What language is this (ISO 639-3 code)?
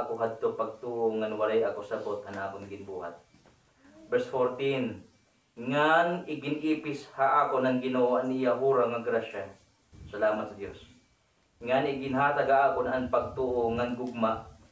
war